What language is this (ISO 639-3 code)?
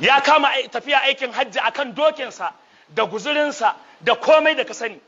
hau